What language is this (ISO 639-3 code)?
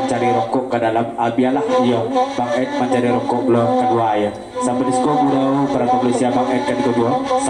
min